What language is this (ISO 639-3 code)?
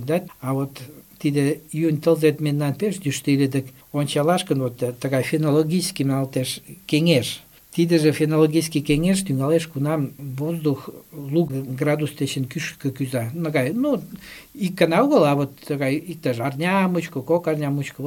chm